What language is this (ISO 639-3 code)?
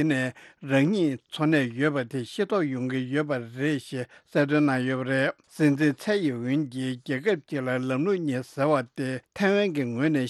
bod